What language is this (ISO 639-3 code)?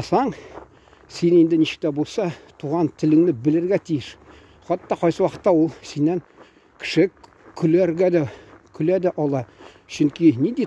tat